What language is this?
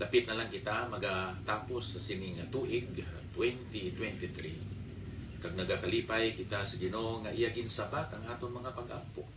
Hiligaynon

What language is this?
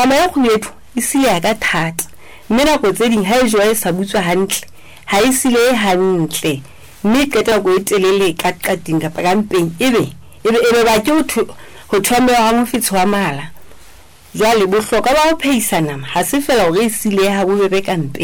Southern Sotho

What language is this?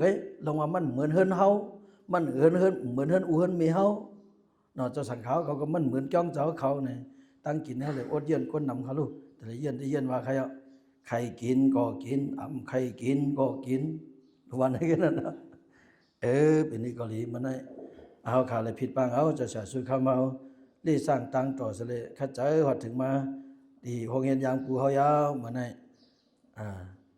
Shan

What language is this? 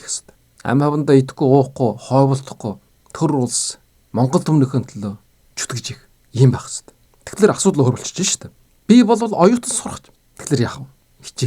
Mongolian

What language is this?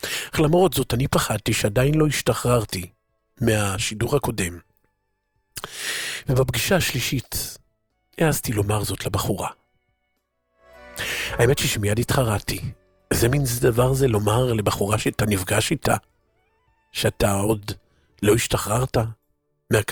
Hebrew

